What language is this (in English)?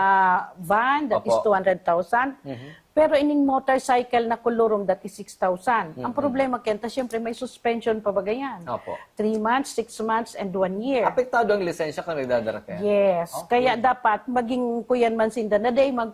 Bikol